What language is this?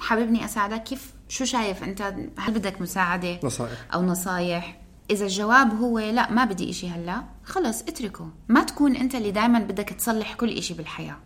North Levantine Arabic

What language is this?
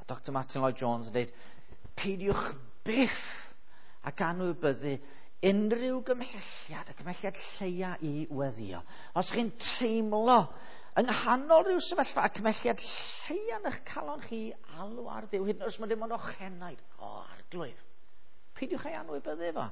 Welsh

